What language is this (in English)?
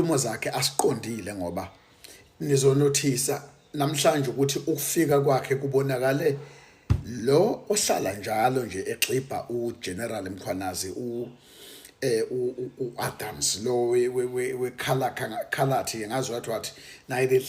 Zulu